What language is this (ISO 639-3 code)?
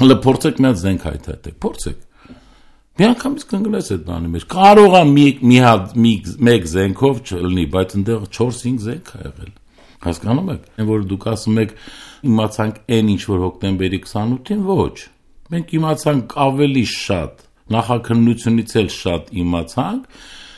hye